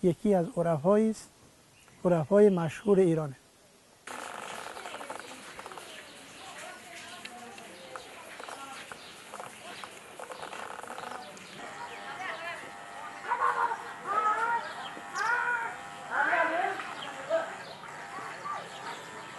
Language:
Persian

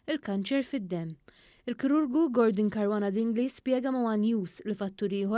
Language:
Maltese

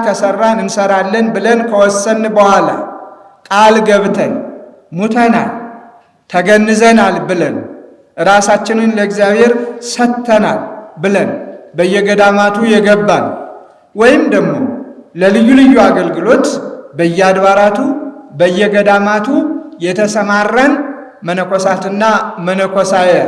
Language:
Amharic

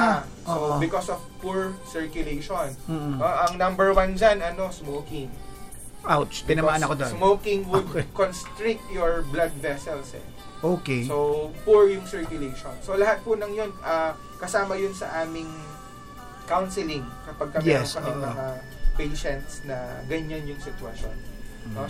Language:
Filipino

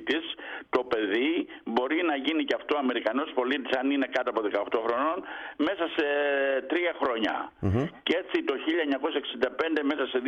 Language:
Greek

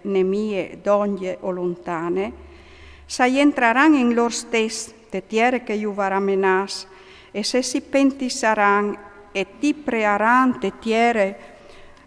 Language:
Friulian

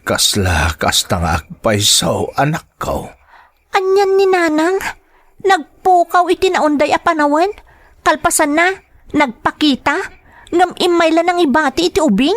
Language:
Iloko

